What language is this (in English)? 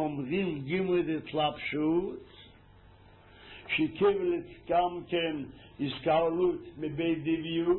Hebrew